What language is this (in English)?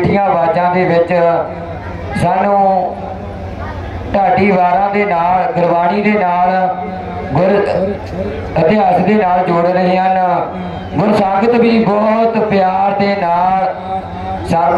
Punjabi